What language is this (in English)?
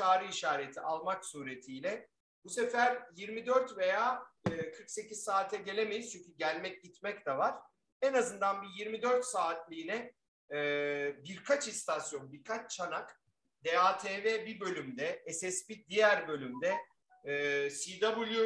Turkish